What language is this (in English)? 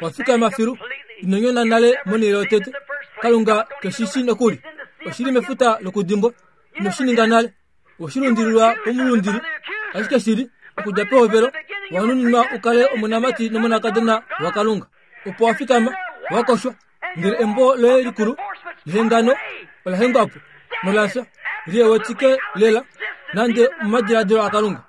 Kuanyama